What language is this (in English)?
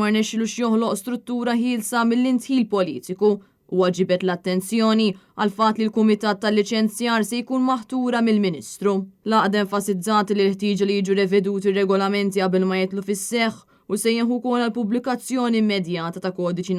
Maltese